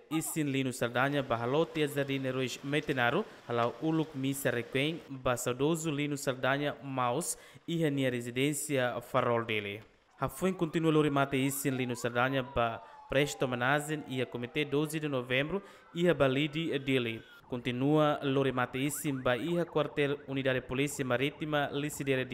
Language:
Tetum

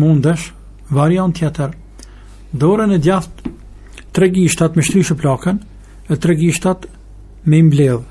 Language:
Albanian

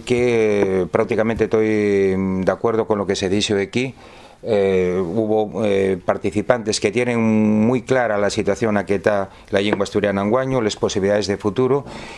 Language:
Asturian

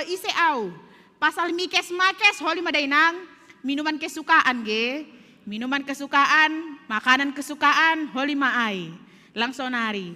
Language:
Batak Simalungun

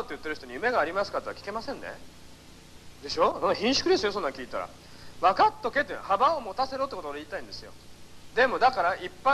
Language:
Japanese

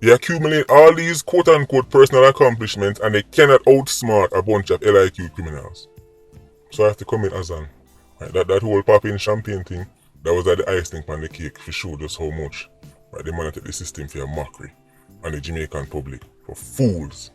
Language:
Jamaican Creole English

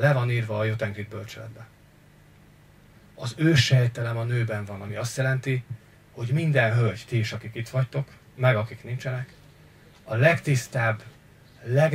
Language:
Hungarian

